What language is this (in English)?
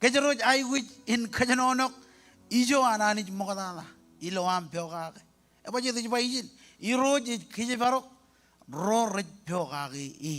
Marshallese